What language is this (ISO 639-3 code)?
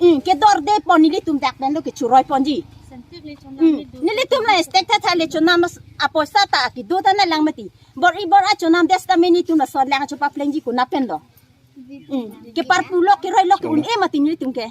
mjw